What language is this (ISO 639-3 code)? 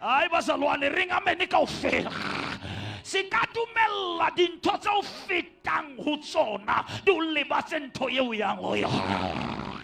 sot